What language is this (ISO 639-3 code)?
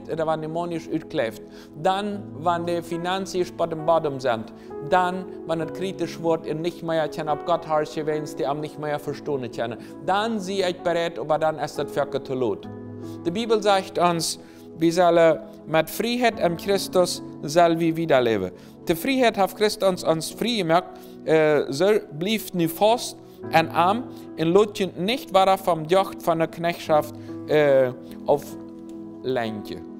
pdt